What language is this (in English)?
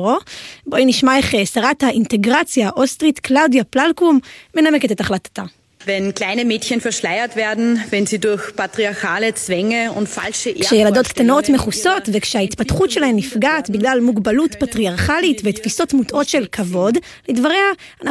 Hebrew